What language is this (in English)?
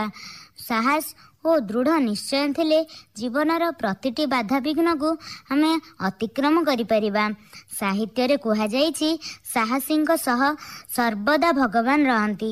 Odia